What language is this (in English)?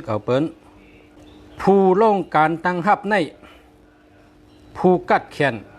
Shan